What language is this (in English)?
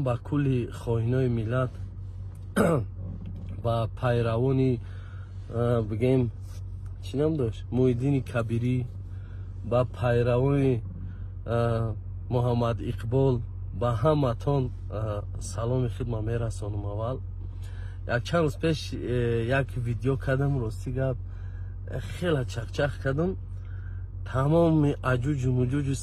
Tajik